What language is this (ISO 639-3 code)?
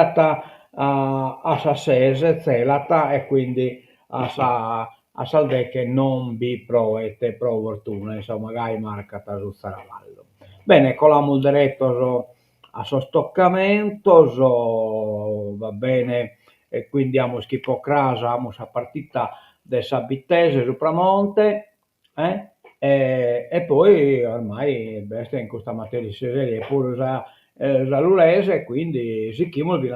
srd